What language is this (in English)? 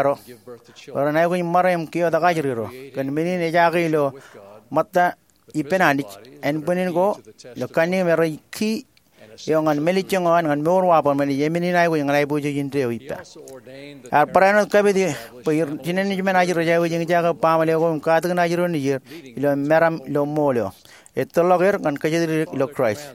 Marshallese